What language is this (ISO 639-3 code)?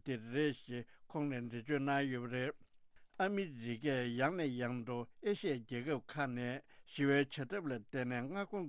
bod